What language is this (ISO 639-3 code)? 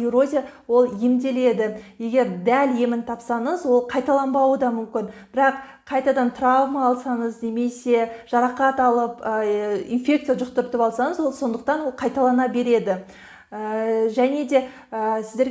kaz